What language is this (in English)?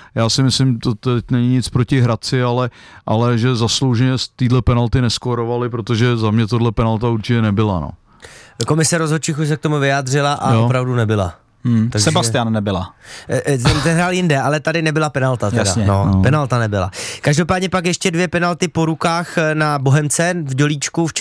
Czech